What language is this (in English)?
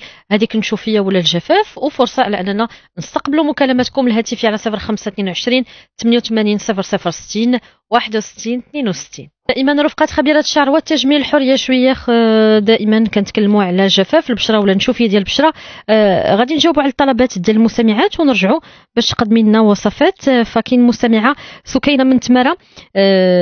Moroccan Arabic